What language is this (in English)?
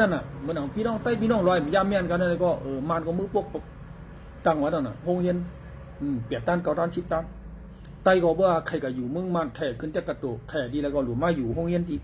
Shan